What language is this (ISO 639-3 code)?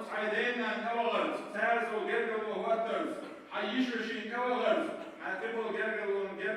che